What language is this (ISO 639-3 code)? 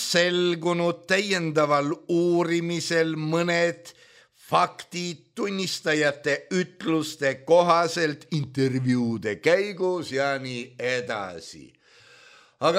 est